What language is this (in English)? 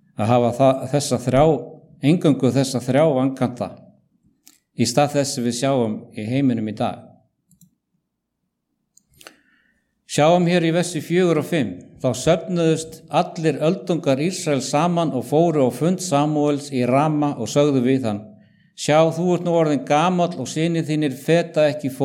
Icelandic